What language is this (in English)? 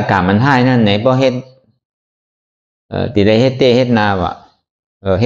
Shan